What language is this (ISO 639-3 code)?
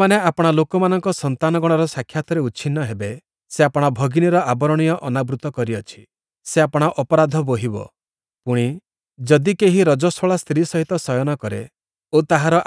ori